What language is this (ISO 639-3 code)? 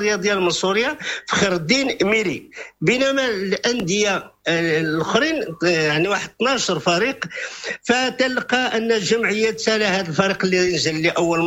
ary